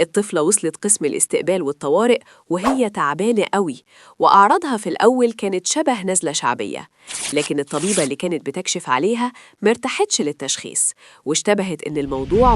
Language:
Egyptian Arabic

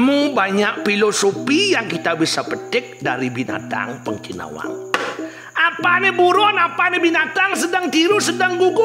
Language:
Balinese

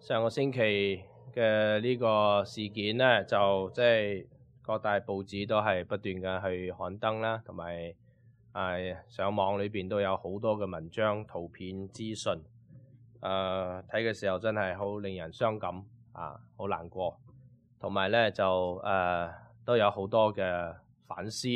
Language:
Cantonese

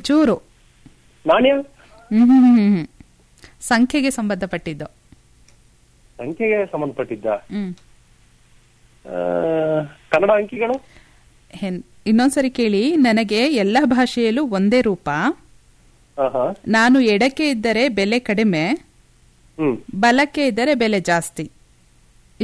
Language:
Kannada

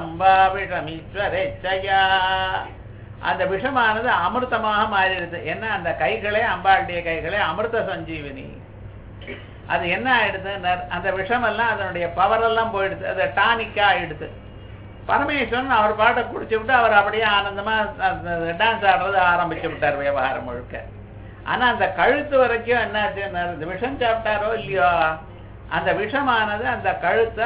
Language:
Tamil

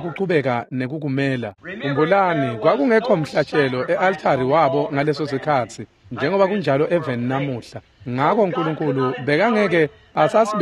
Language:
Swati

